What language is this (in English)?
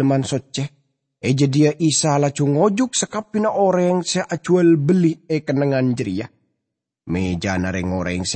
Madurese